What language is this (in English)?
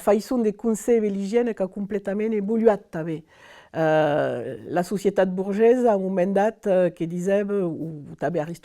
Occitan